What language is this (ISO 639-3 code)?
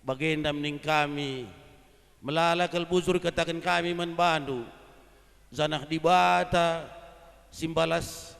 btx